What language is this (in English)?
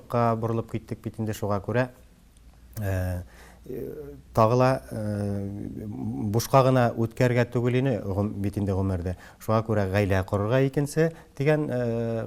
Tatar